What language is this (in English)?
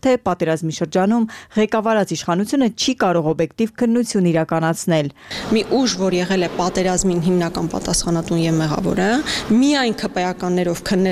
Armenian